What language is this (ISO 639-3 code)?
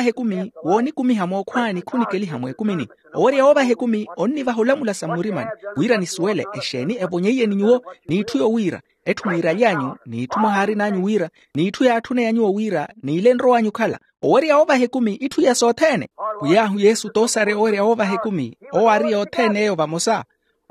vmw